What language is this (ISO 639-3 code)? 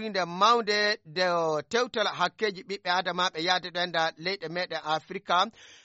fuv